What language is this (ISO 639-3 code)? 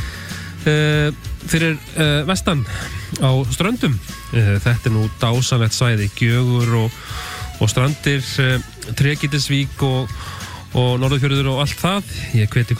isl